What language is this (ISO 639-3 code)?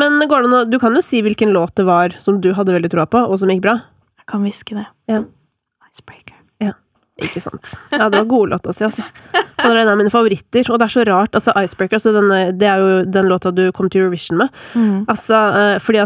nor